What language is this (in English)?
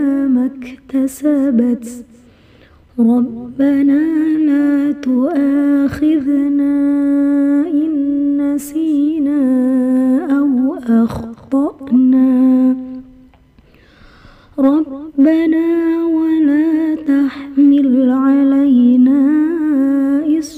Arabic